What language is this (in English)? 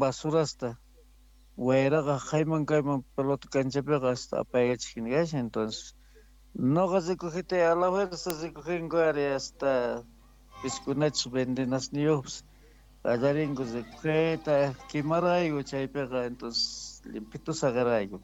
South Bolivian Quechua